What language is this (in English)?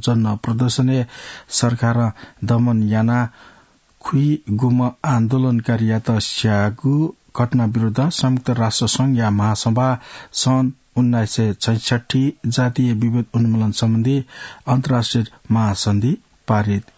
Newari